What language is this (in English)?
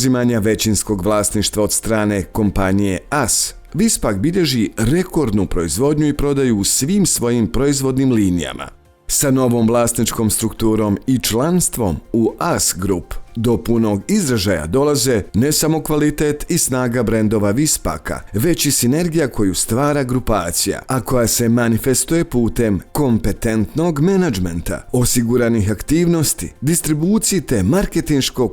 Bosnian